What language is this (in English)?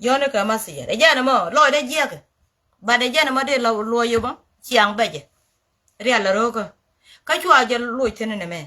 Nuer